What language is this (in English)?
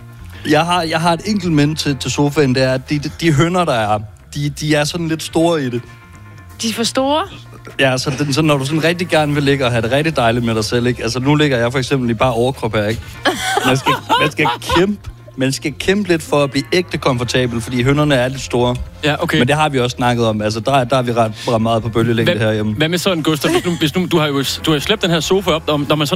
Danish